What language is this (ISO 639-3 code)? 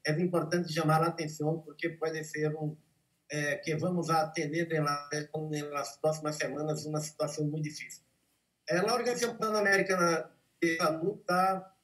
por